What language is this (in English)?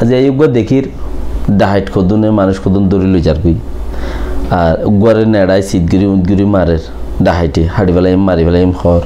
Rohingya